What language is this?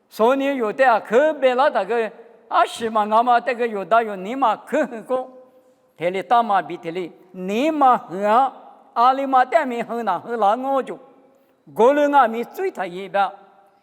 Lisu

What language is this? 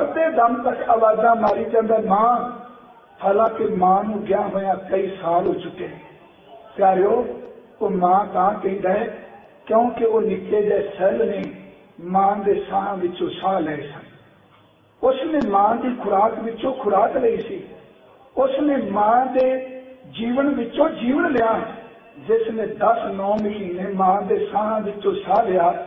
Punjabi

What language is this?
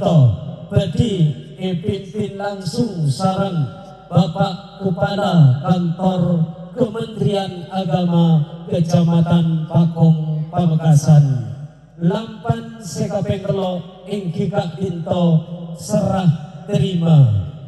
Madurese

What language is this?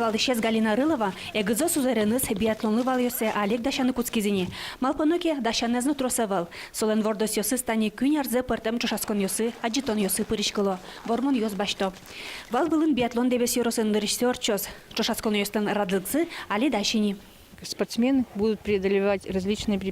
Udmurt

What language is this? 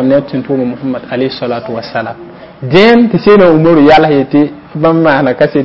Mossi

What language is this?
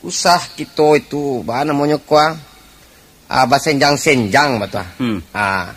Minangkabau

